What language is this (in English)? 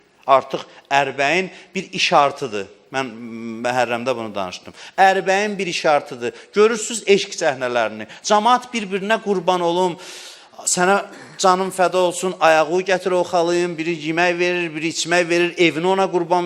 Azerbaijani